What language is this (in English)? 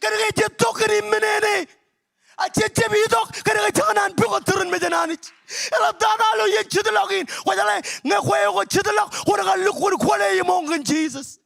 Marshallese